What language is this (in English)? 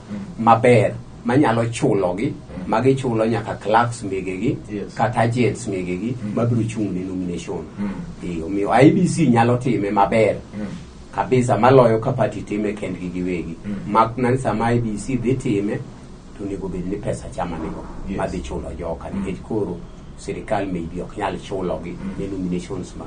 Luo (Kenya and Tanzania)